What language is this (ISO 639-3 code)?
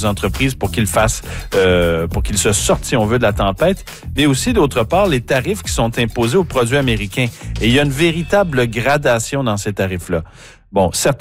fra